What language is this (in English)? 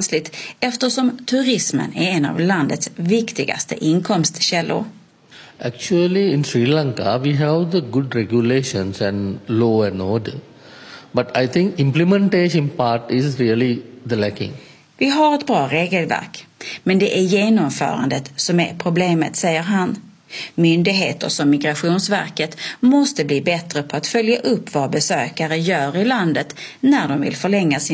Swedish